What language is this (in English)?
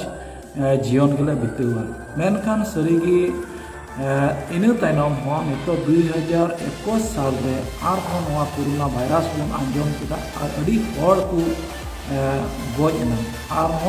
Santali